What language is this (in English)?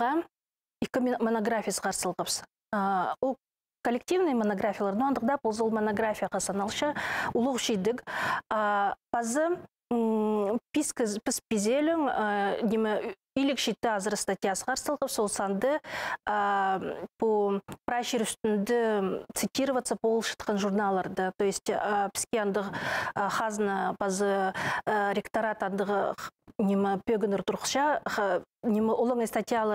Khakas